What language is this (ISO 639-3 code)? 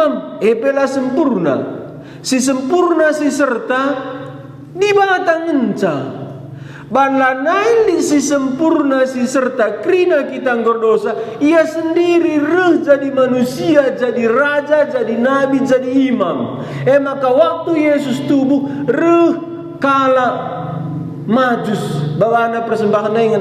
btx